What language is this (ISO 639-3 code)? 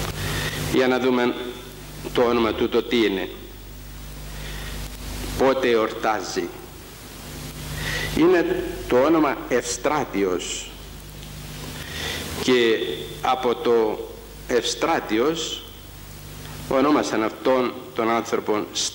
ell